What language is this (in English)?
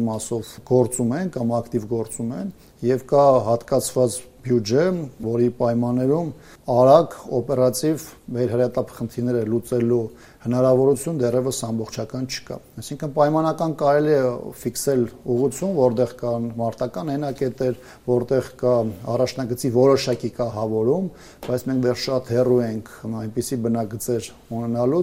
Armenian